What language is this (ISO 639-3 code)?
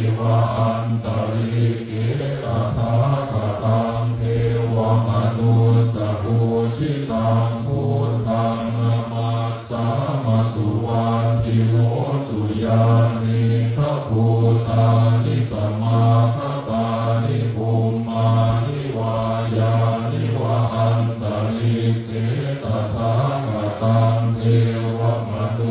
pli